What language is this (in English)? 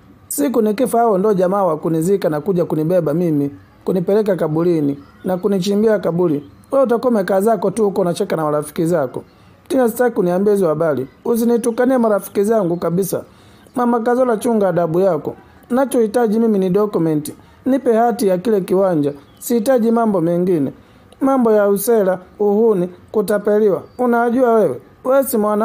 Swahili